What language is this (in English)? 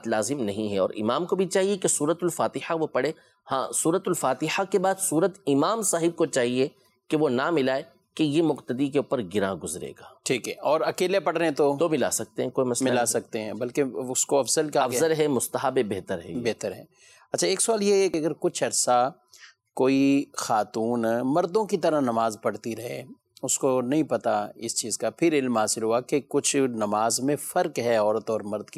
Urdu